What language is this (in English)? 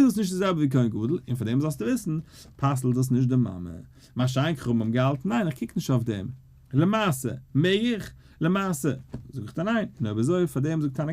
Yiddish